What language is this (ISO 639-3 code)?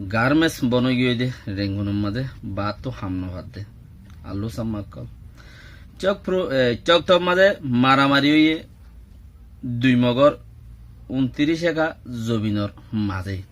rhg